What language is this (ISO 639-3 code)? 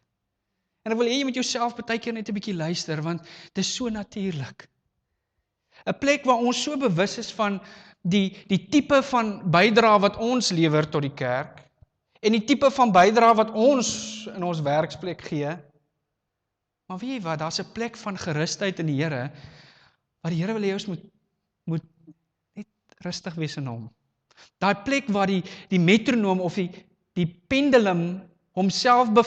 afr